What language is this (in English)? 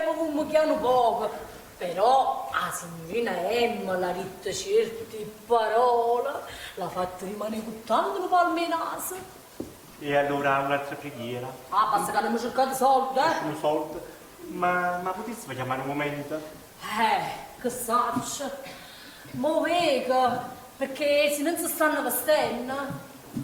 Neapolitan